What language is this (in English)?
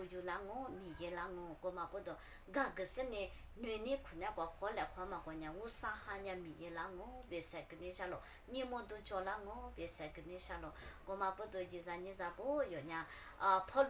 Lisu